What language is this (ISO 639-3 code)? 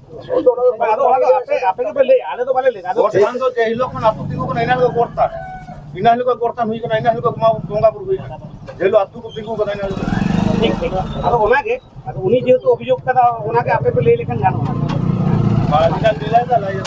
sat